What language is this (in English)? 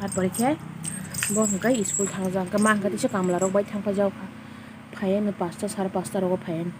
Kok Borok